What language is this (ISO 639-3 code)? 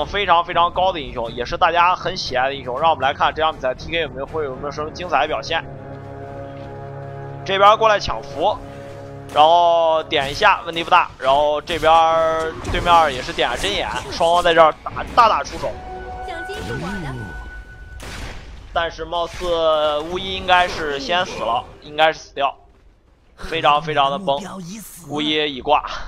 zho